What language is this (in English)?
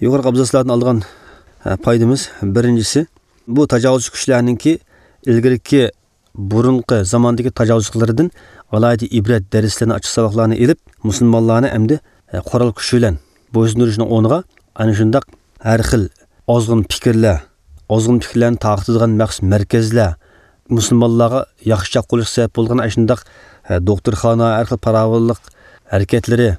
Uyghur